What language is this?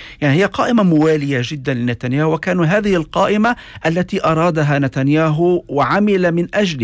North Levantine Arabic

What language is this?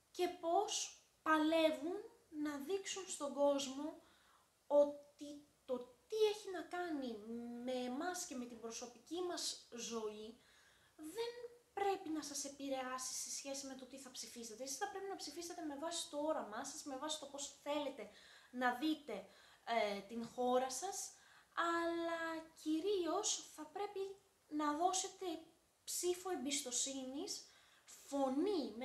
Greek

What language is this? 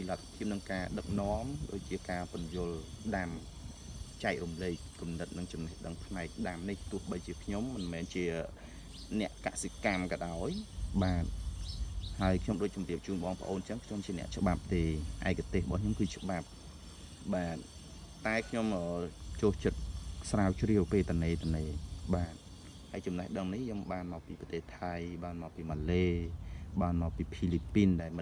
Khmer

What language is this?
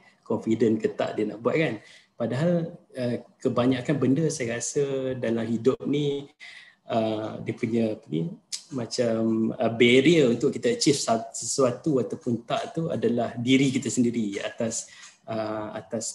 Malay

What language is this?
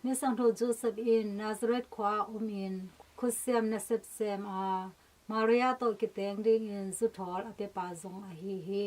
Tedim Chin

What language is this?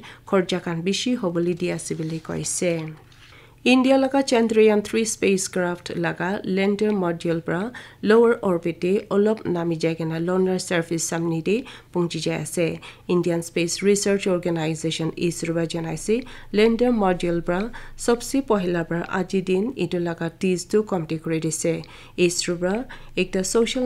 Naga Pidgin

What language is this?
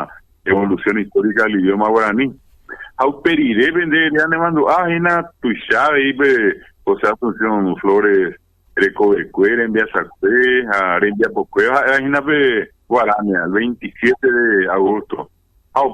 Guarani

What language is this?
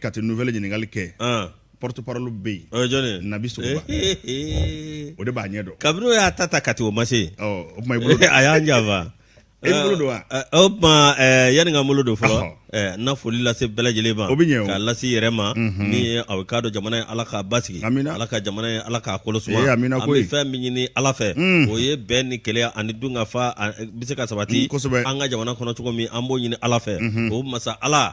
Bambara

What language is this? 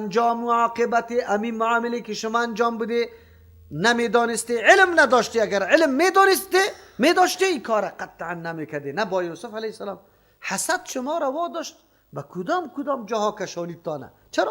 Persian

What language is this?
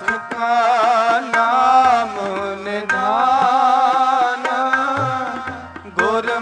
Punjabi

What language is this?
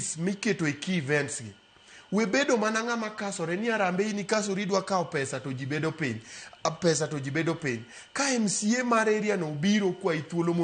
Luo (Kenya and Tanzania)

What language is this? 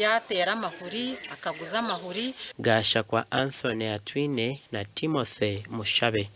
Nyankole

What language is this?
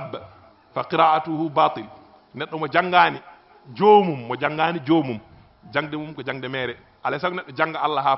Fula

